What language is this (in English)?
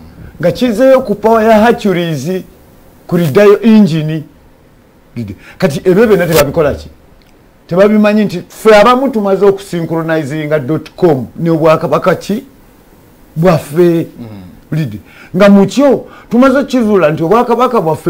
Ganda